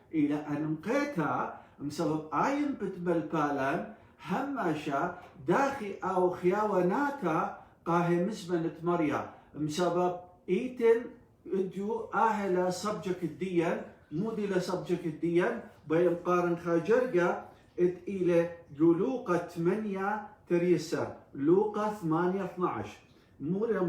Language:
Assyrian Neo-Aramaic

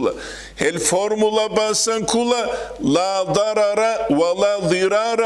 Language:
Avaric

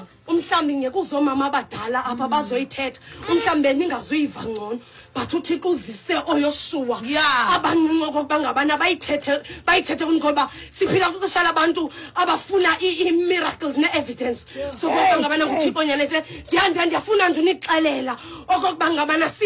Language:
Xhosa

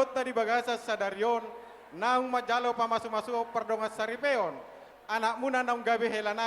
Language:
Batak Toba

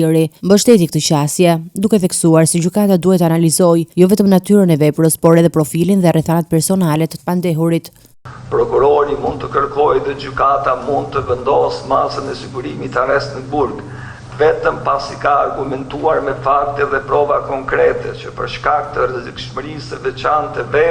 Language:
Albanian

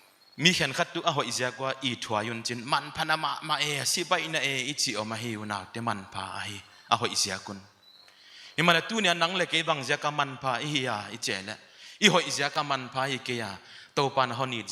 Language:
Paite Chin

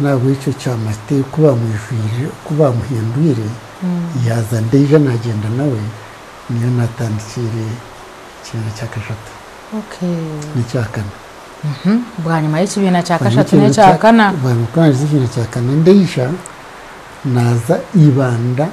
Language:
Nyankole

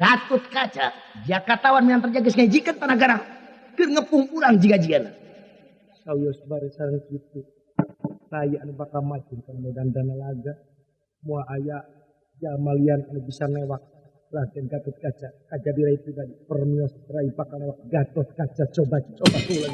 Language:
Sundanese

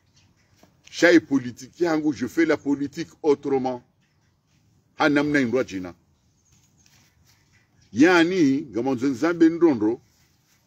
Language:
Swahili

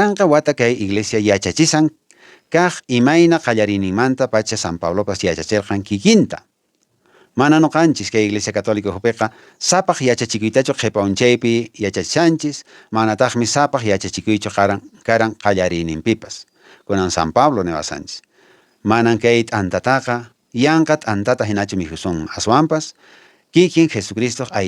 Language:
Quechua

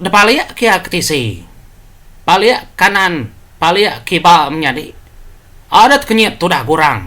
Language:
Iban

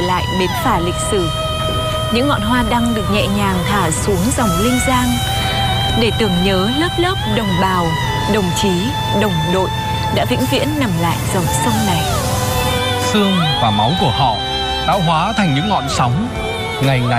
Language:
Vietnamese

